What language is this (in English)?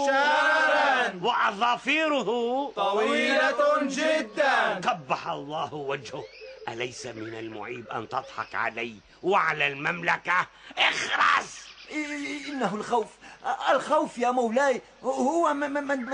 Arabic